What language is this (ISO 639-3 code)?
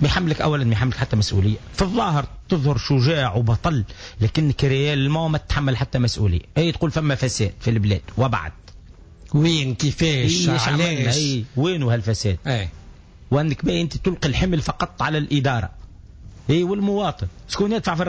aeb